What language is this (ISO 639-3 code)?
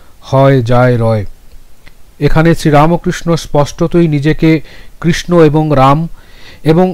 ben